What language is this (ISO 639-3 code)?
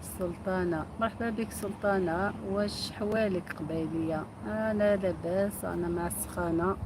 arq